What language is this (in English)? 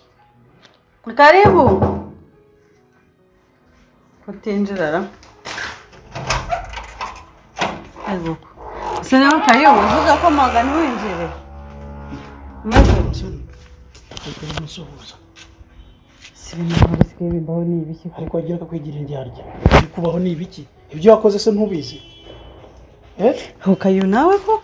Kinyarwanda